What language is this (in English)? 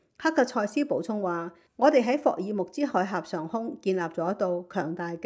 Cantonese